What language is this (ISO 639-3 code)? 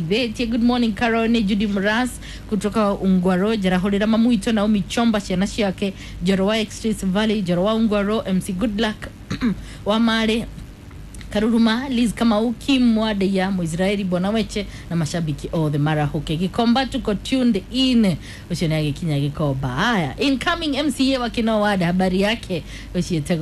kik